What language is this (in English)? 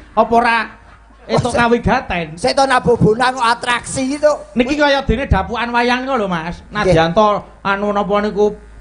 Javanese